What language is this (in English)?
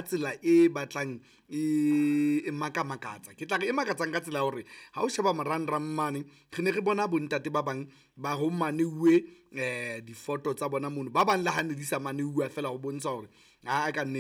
Southern Sotho